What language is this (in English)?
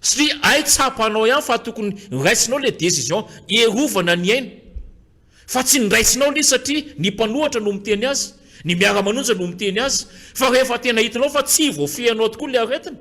Malagasy